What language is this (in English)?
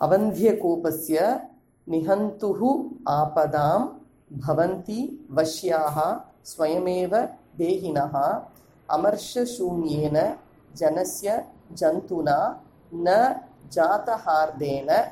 Sanskrit